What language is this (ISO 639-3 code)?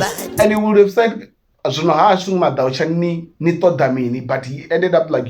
ven